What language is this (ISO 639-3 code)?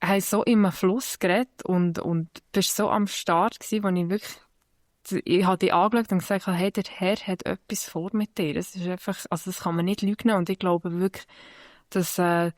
gsw